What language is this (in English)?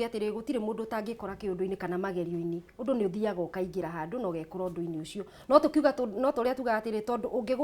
Kikuyu